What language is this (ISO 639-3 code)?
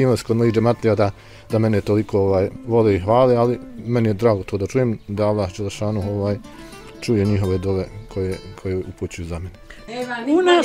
bos